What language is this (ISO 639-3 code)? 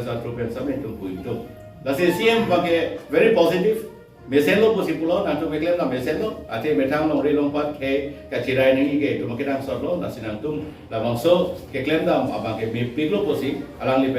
mjw